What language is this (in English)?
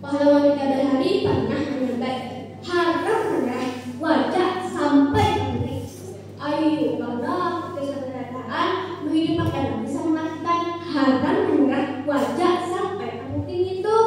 Banjar